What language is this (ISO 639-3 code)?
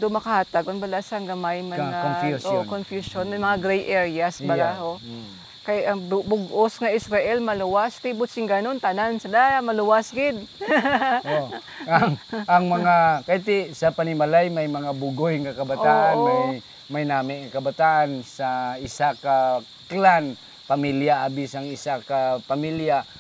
hil